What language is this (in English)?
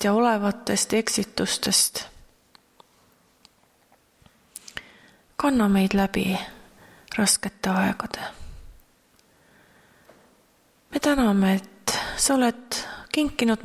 Estonian